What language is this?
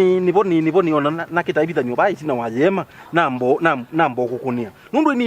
Kamba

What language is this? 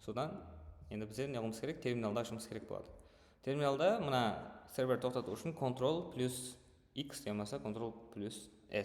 Kara-Kalpak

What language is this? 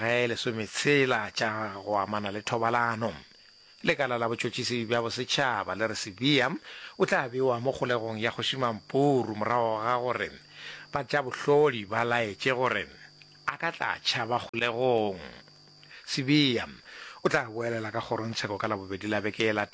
Northern Sotho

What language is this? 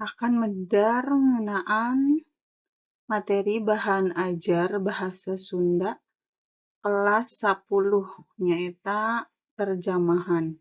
Sundanese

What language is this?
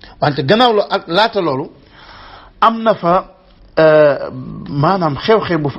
Wolof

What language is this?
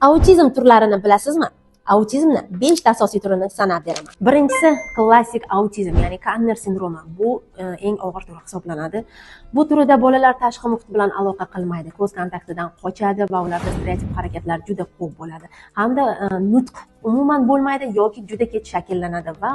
Uzbek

